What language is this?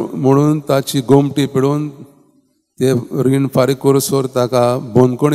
Konkani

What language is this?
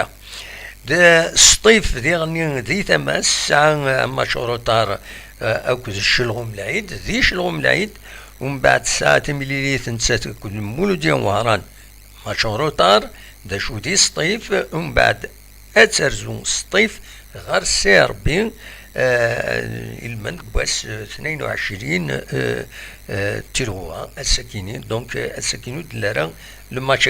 Kabyle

